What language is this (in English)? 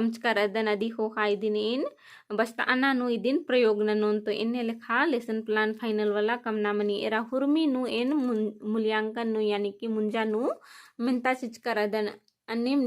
Kurukh